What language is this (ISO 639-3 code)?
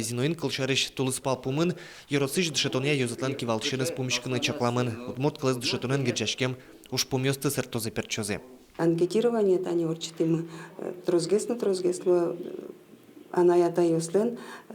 udm